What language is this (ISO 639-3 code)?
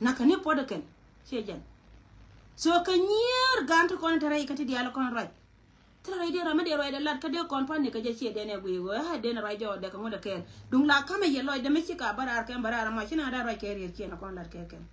nus